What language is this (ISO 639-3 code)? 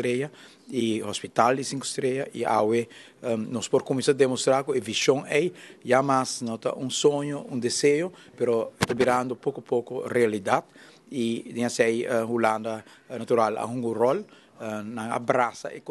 pap